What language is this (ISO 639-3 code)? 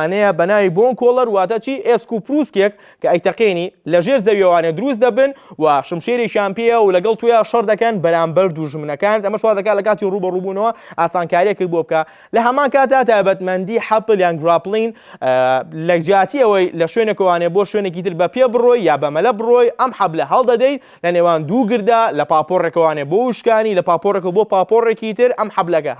ckb